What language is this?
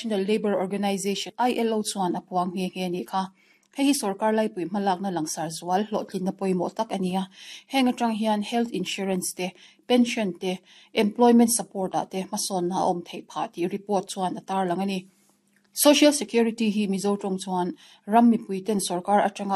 Mizo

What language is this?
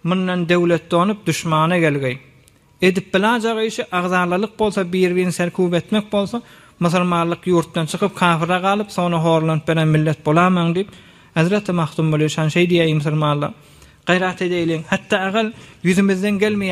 Turkmen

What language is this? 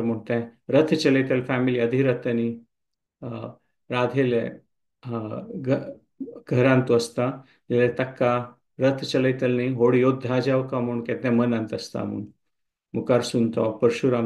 Konkani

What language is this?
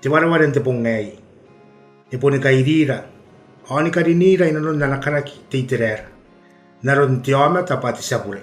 Gilbertese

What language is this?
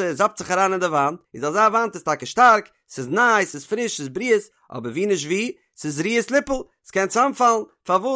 Yiddish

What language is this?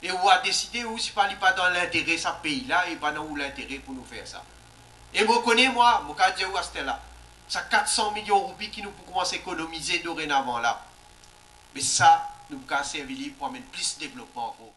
Morisyen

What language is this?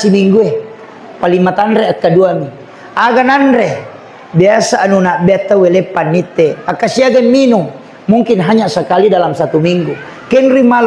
Buginese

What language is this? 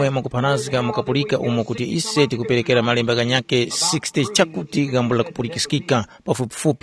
Tumbuka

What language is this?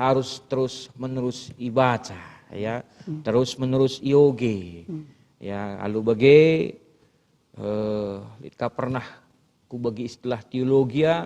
Batak Karo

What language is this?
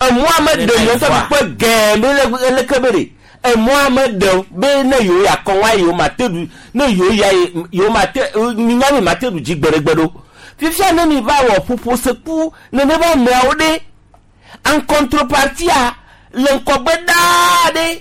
Gen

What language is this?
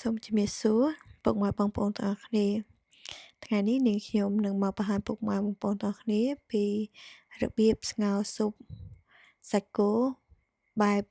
Khmer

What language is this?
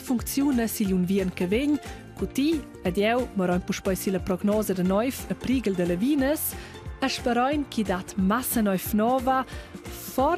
Romansh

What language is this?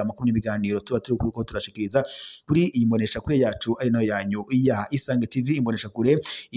Rundi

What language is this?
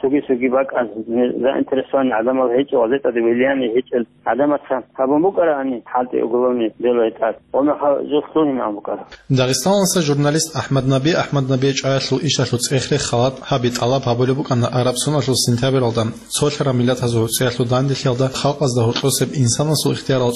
Avaric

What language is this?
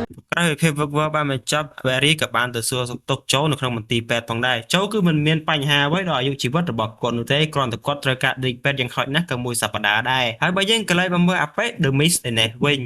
Khmer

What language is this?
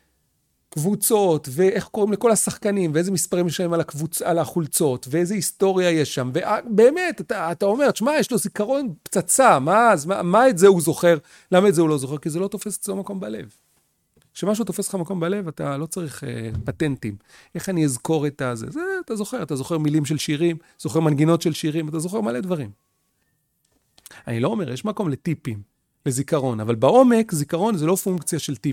Hebrew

